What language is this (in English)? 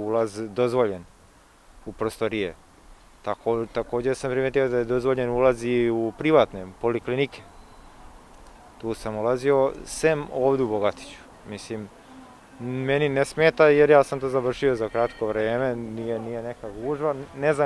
Serbian